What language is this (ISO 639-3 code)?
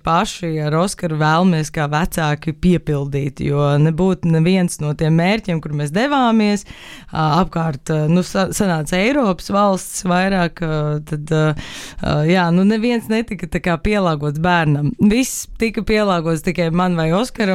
lav